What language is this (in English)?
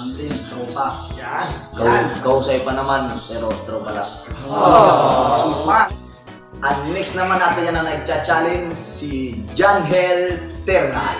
Waray